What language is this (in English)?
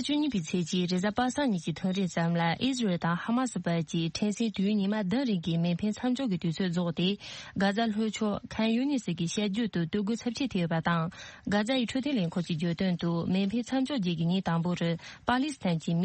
Tibetan